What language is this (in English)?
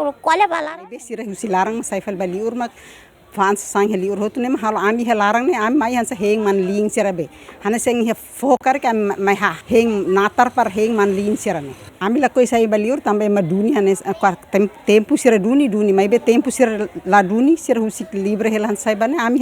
Tetum